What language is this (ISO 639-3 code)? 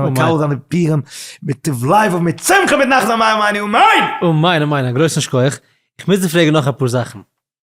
yid